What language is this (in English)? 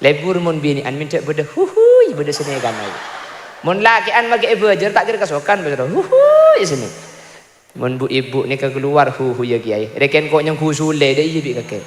Madurese